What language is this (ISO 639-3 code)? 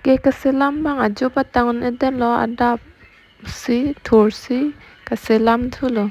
mjw